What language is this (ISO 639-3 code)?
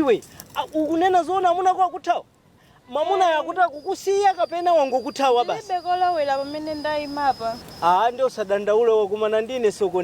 nya